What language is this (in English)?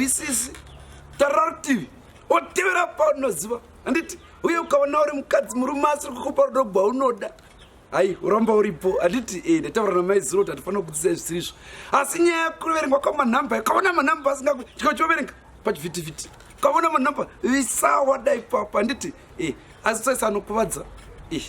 Shona